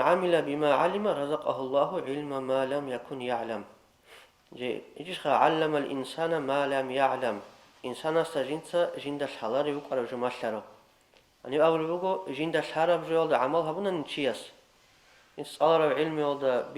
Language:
Avaric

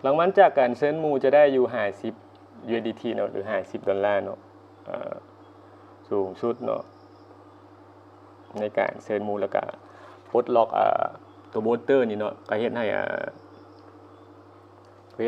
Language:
Lao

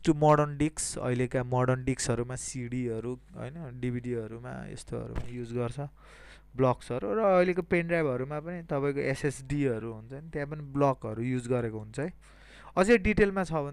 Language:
Nepali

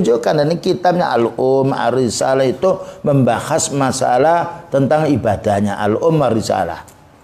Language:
Indonesian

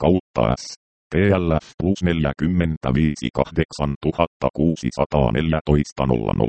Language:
Finnish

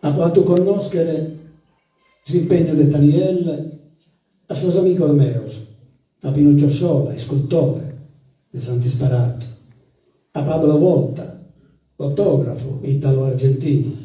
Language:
Sardinian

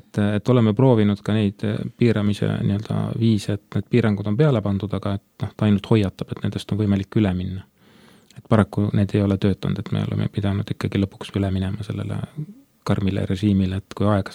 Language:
Estonian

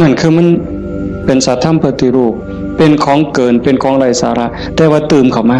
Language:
Northeastern Thai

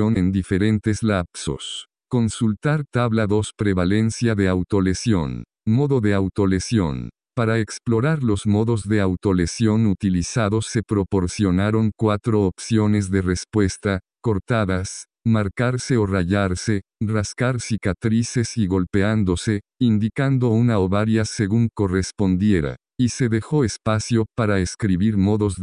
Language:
Spanish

